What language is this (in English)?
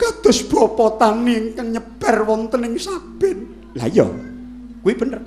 Javanese